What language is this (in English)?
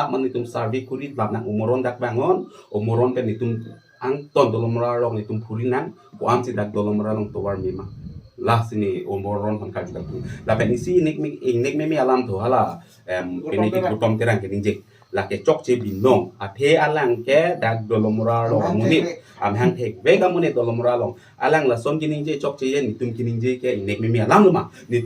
Karbi